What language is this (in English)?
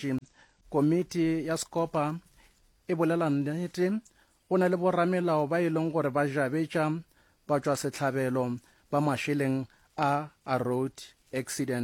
Northern Sotho